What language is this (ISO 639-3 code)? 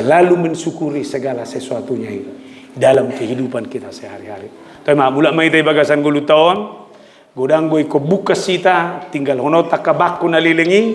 bbc